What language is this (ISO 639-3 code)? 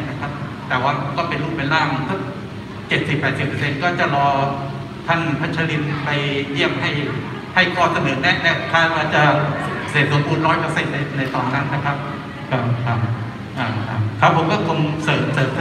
tha